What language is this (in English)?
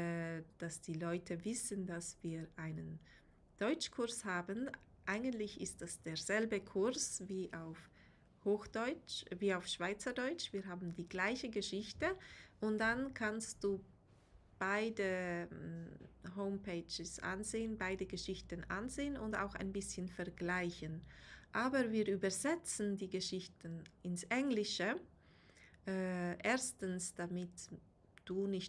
Swiss German